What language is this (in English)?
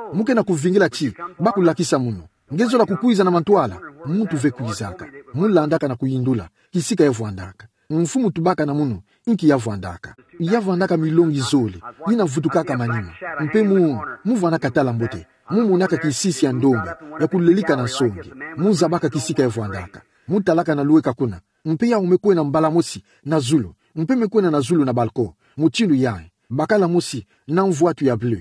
Kituba (Democratic Republic of Congo)